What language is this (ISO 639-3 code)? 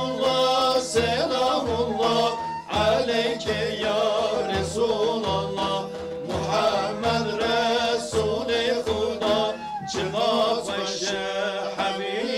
kur